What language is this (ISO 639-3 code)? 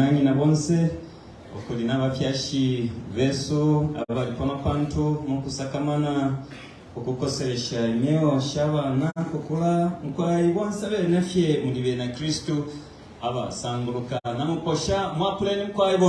bem